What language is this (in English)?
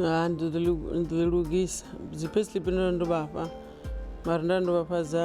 Venda